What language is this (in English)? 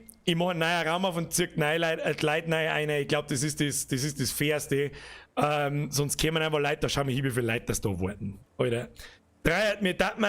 Bavarian